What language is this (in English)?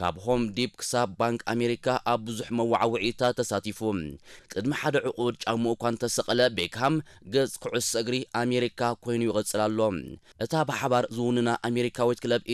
Tigrinya